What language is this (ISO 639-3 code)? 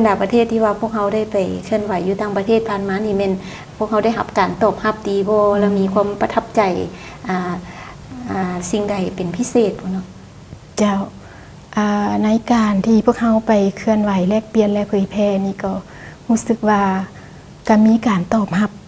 lao